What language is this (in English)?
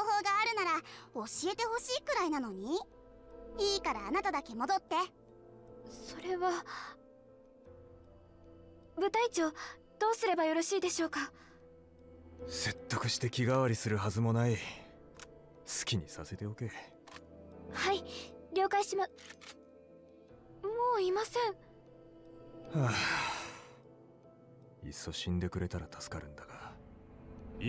Japanese